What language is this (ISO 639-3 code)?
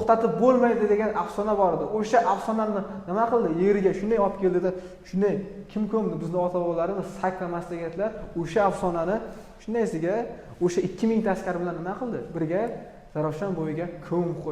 uzb